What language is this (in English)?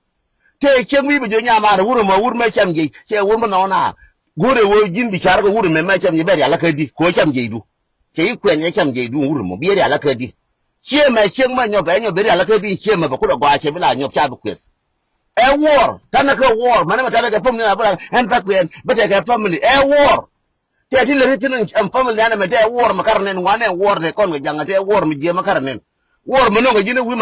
Nuer